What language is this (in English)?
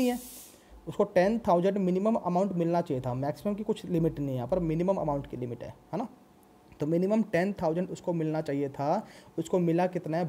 Hindi